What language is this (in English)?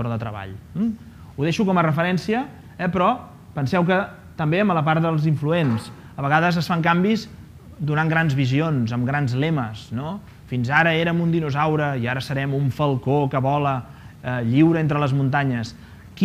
Catalan